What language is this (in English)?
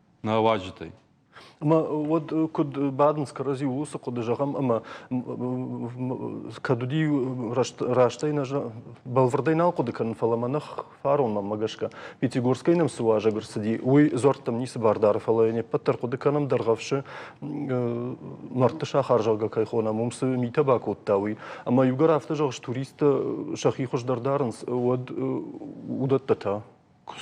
Ossetic